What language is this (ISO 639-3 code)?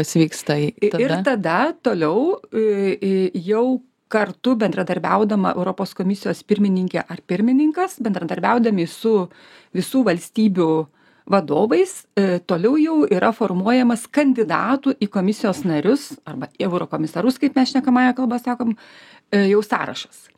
lit